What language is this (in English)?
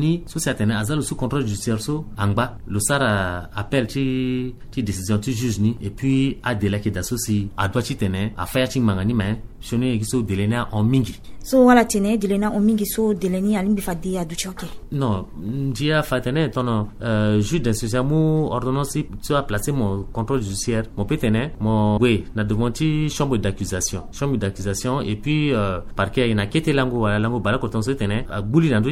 Sango